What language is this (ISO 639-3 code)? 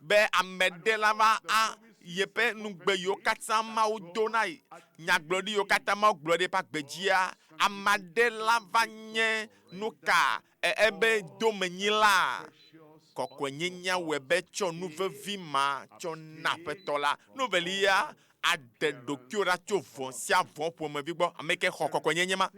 ewe